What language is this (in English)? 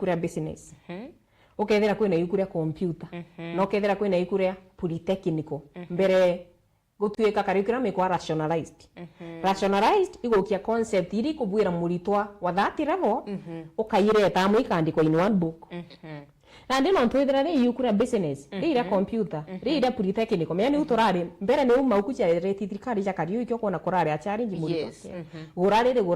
Meru